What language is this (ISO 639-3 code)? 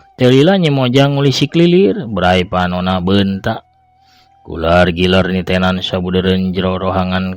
sun